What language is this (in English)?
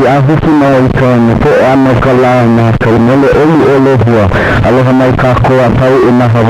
Hawaiian